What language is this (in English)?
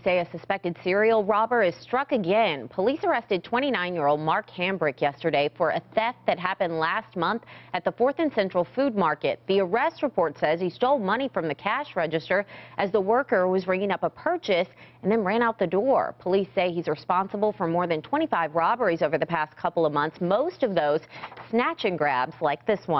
English